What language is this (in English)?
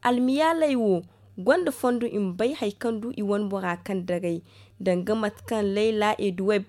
Zarma